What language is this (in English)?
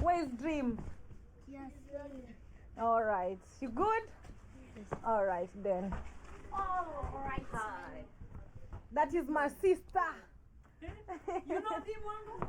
Jamaican Creole English